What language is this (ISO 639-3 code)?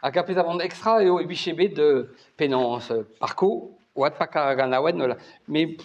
bre